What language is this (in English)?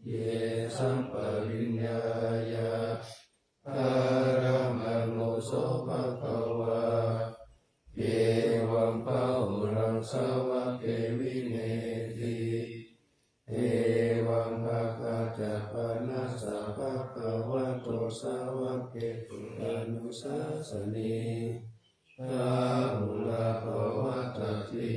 Pali